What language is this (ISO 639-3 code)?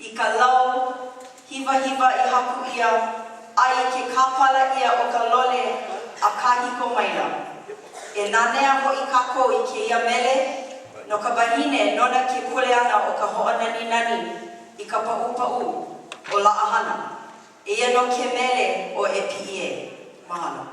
haw